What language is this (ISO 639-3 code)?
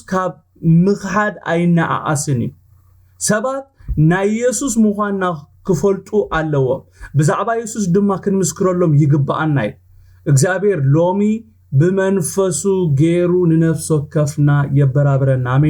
tir